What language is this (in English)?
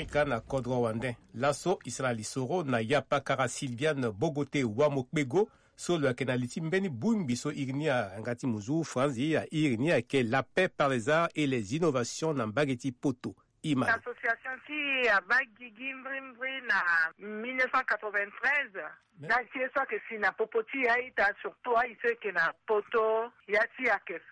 Sango